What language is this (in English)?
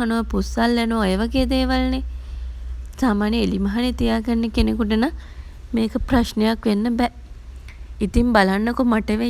Sinhala